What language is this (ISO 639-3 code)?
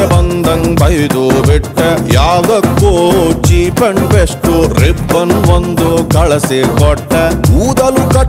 kan